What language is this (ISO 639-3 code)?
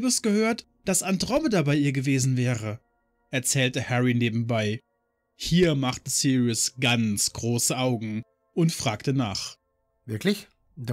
deu